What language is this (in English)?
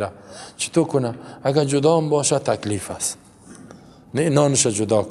Persian